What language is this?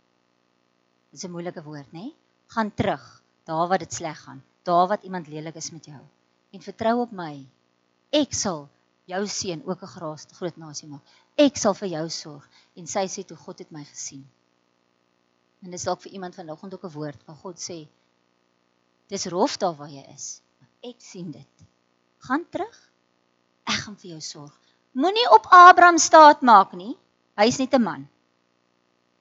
Afrikaans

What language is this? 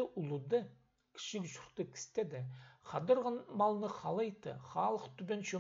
Khakas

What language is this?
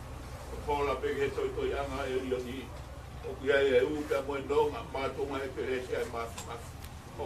Tongan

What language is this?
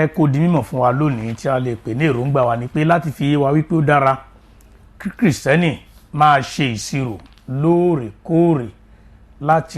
Yoruba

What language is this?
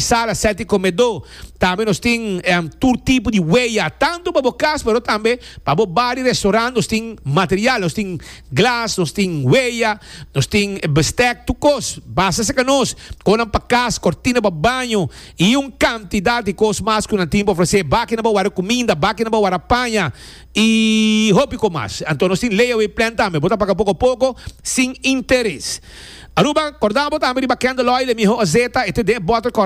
Papiamento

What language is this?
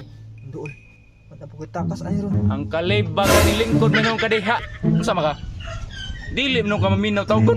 Cebuano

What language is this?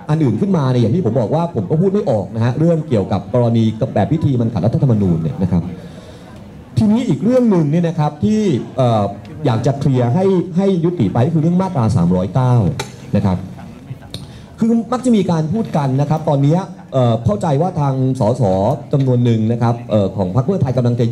Thai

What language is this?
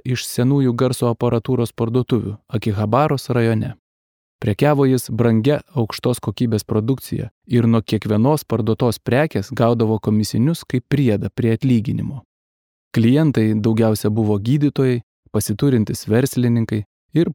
Lithuanian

